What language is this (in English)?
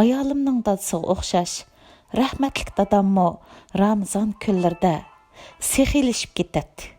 Uyghur